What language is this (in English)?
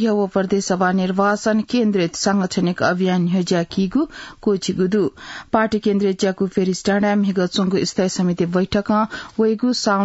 Newari